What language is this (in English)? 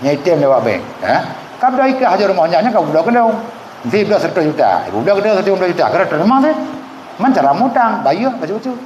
Achinese